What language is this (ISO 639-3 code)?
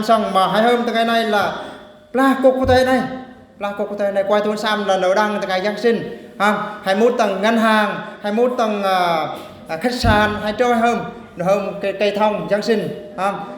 bru